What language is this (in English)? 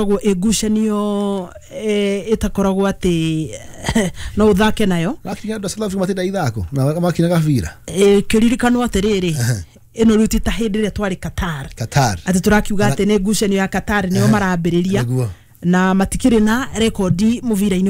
Kikuyu